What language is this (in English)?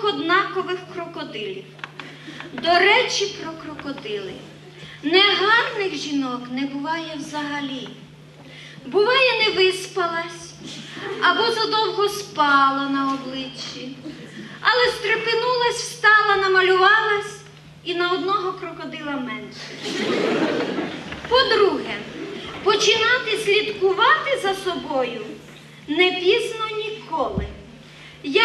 Ukrainian